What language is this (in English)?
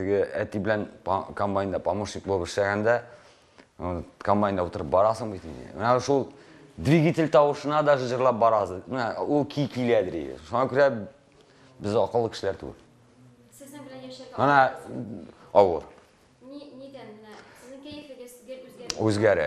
Tatar